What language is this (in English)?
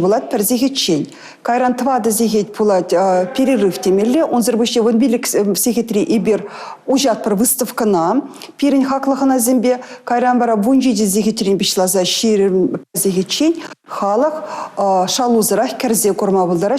Chuvash